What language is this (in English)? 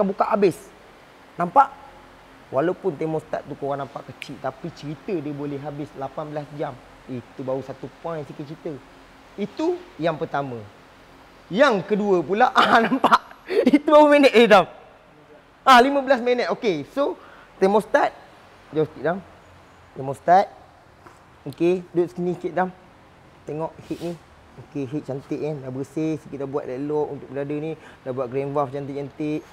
Malay